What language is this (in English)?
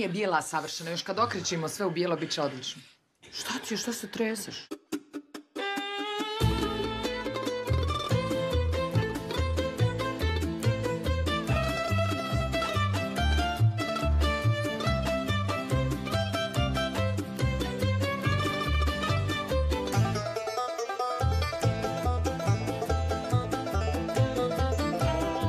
Bosnian